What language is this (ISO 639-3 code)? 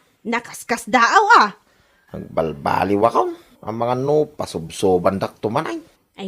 ilo